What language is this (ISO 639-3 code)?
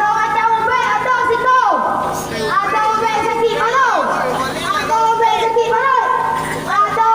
min